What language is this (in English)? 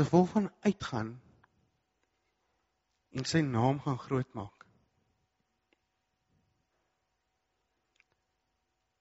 Afrikaans